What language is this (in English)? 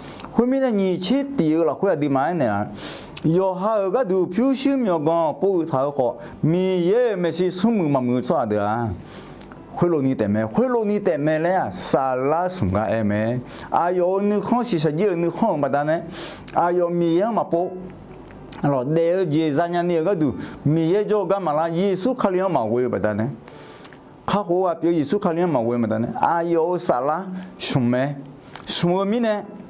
Akha